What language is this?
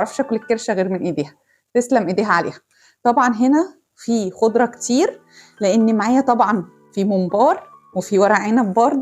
Egyptian Arabic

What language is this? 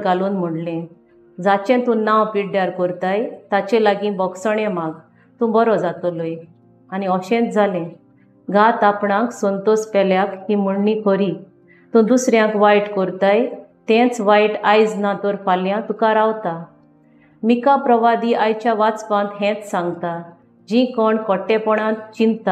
Konkani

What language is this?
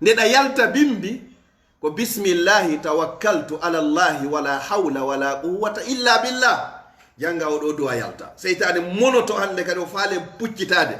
Fula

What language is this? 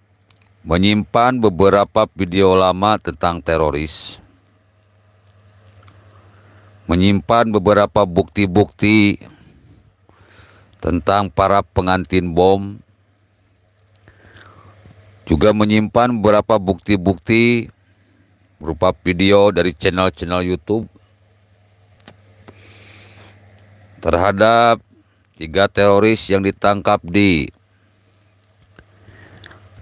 Indonesian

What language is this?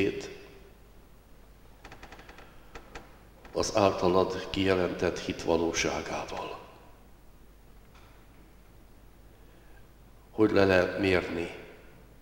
Hungarian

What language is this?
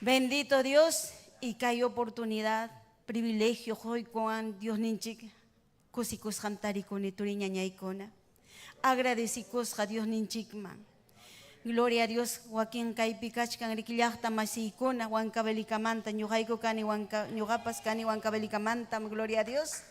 Ayacucho Quechua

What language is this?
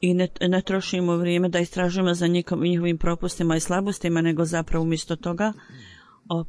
Bosnian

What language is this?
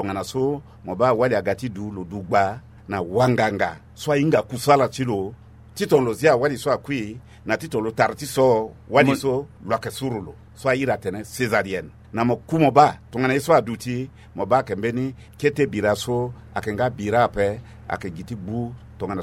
Sango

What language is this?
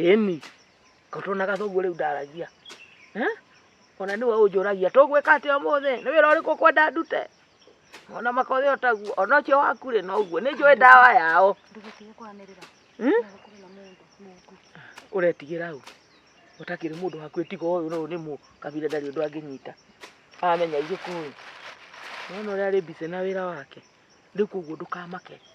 Kikuyu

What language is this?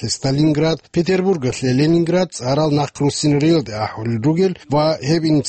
Avaric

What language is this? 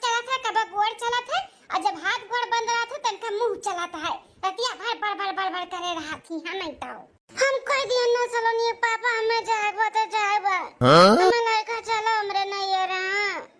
Awadhi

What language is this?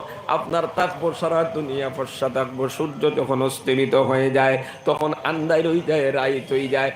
Sylheti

